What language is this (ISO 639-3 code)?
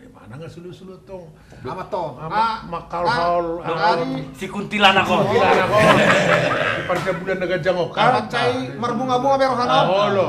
bbc